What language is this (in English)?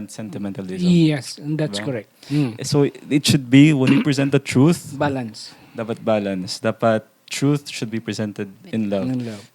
Hiligaynon